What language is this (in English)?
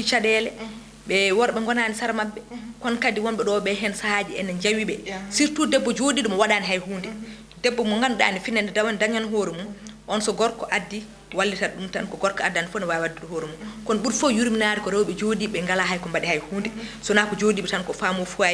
Fula